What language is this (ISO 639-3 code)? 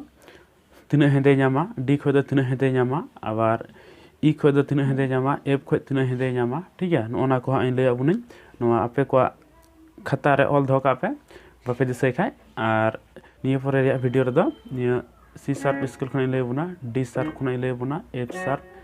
sat